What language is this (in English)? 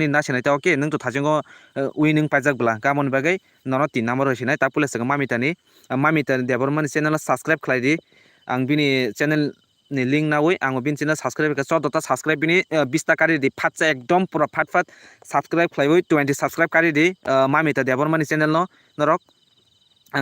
Kok Borok